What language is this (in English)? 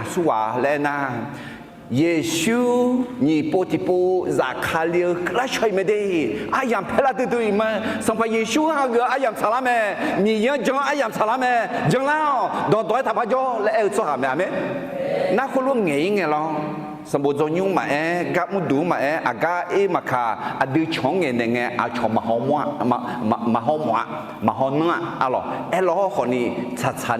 Akha